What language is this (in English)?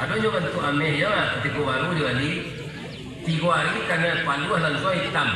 Minangkabau